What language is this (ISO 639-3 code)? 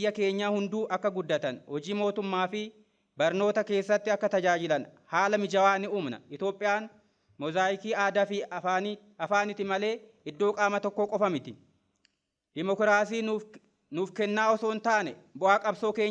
orm